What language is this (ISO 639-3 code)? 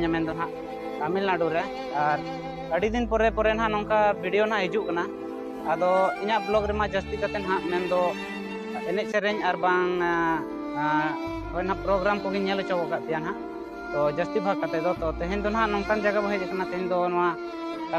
sat